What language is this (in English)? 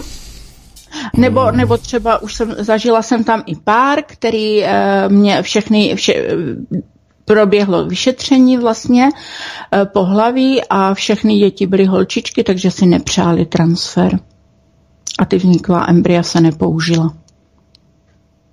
Czech